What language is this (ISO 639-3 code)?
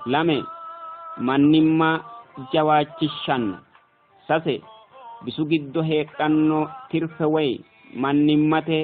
sid